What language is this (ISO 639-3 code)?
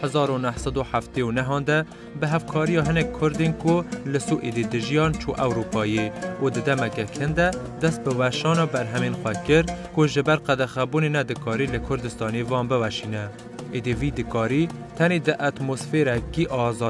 kur